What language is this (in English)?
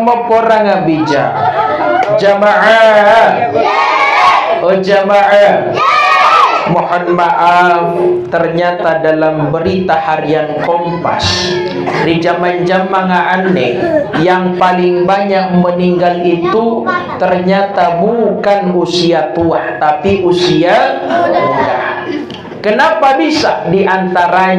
Indonesian